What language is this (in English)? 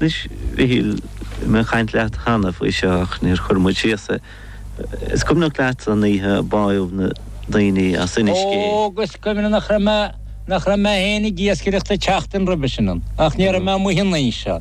Irish